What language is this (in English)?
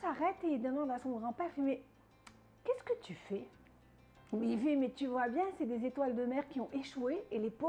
French